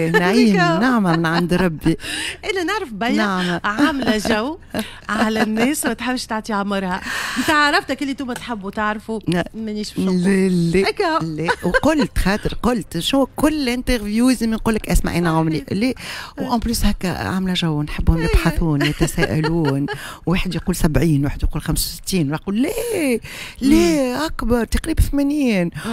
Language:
Tunisian Arabic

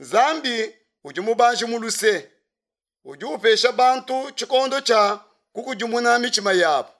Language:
Luba-Lulua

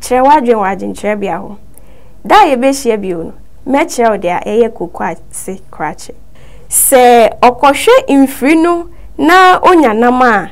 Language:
Akan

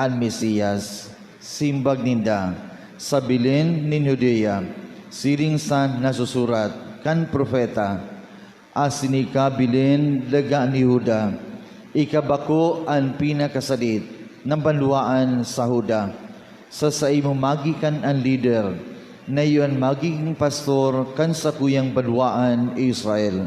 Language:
Bikol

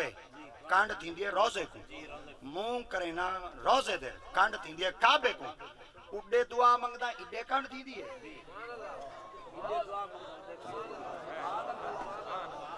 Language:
Saraiki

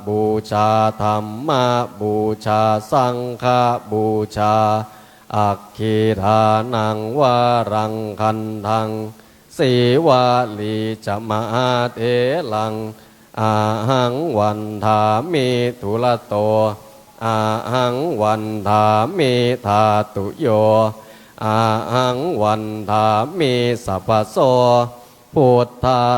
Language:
Pali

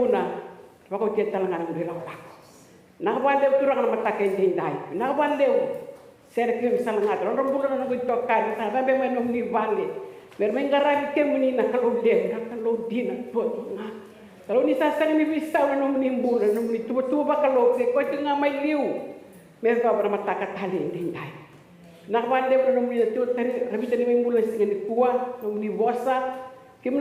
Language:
Fijian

